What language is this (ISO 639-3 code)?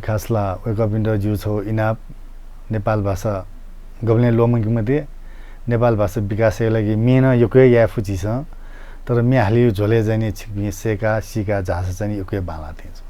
new